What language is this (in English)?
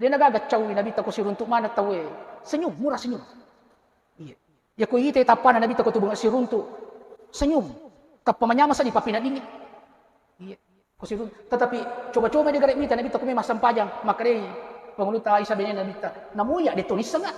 Buginese